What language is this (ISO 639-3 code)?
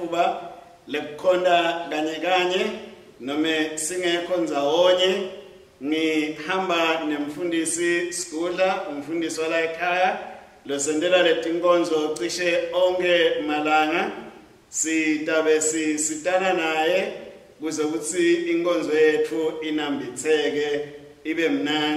ssw